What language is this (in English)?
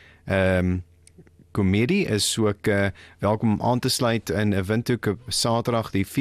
Afrikaans